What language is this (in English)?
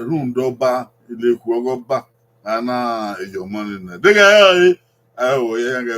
Bini